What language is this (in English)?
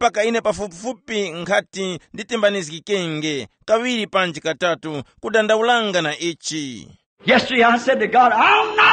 Tumbuka